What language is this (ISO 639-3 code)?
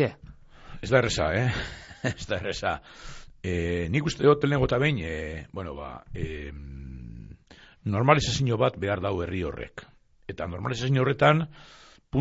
eus